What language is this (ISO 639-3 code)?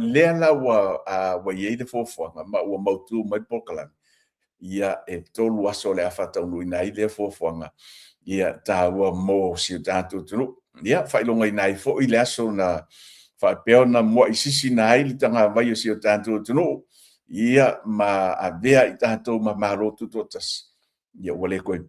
smo